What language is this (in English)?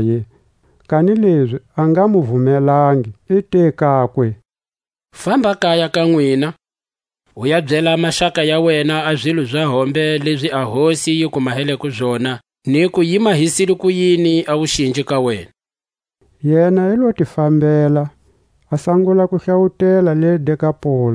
Tswa